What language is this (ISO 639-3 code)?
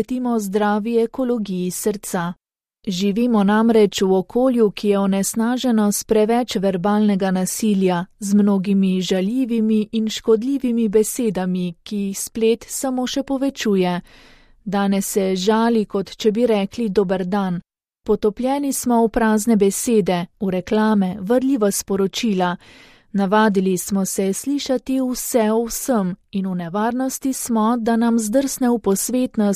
slv